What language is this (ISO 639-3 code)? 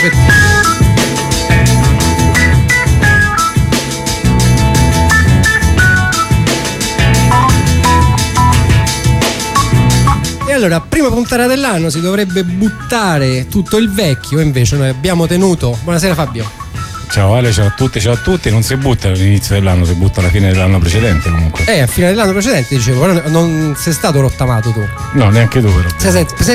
ita